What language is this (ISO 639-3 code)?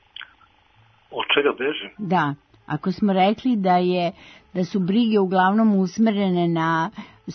srp